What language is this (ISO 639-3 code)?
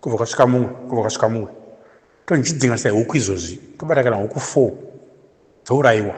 sna